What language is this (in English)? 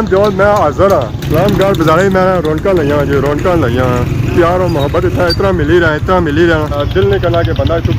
Pahari-Potwari